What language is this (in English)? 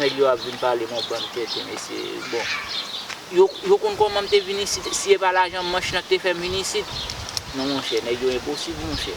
Haitian Creole